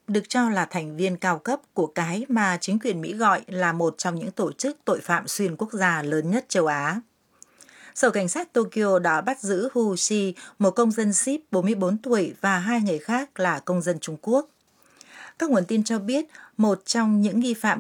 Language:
Vietnamese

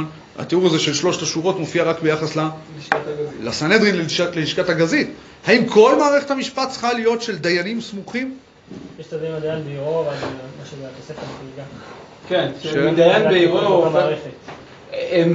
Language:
Hebrew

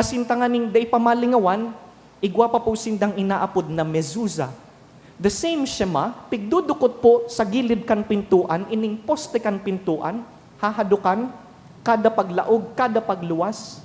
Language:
Bikol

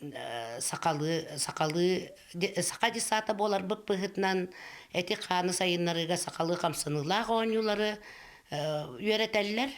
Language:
Yakut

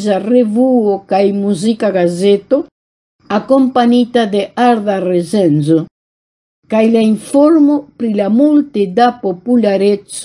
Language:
Esperanto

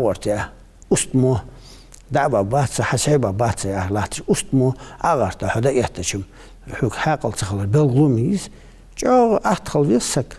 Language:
Ingush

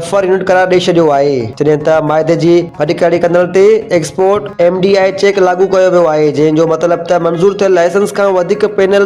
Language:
Sindhi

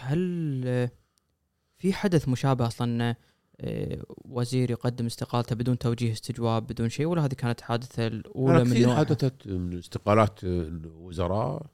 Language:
Gulf Arabic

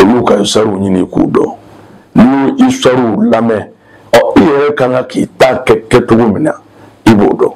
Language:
Bambara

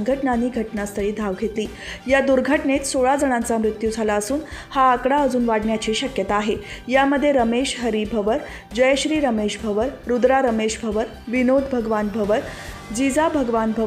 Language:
Marathi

